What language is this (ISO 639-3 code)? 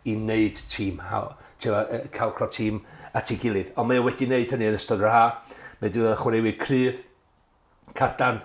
cym